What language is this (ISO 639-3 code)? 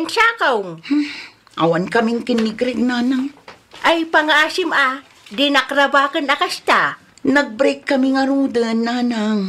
ilo